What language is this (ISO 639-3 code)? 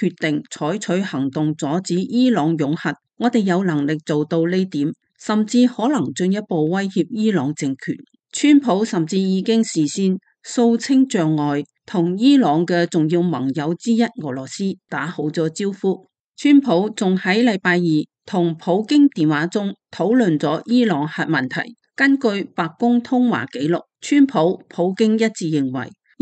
yue